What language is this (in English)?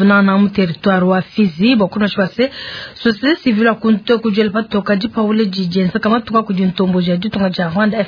Luba-Lulua